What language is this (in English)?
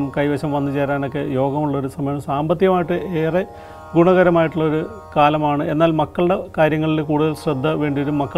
Malayalam